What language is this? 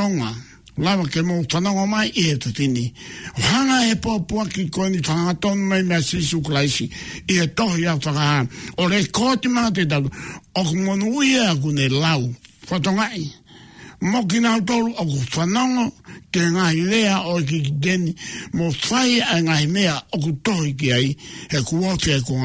Tongan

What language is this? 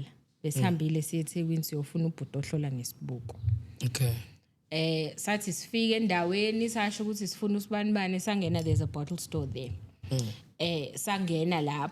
Zulu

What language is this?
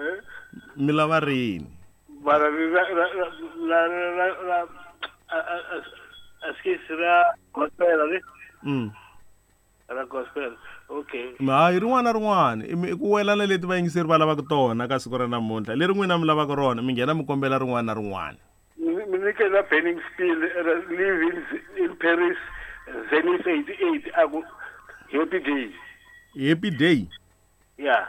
Tsonga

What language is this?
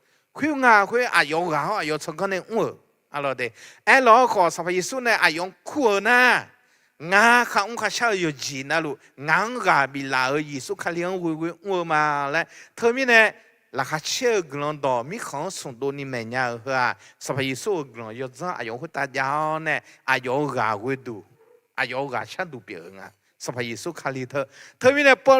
Akha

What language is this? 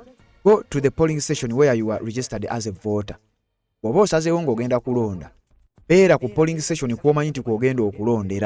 Ganda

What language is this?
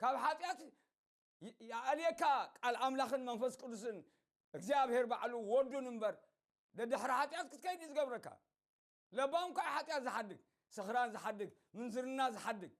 Tigrinya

